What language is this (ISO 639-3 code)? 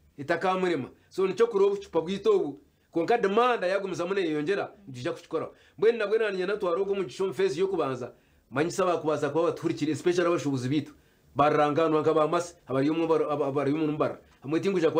nyn